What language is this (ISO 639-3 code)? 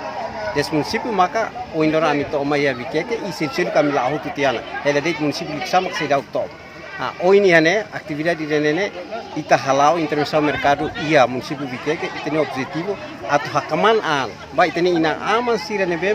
tet